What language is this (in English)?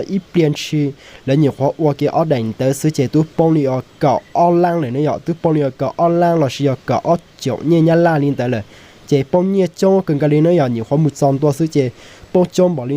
Hmong